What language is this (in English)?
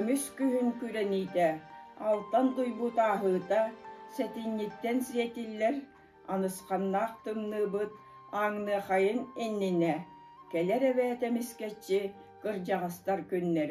Yakut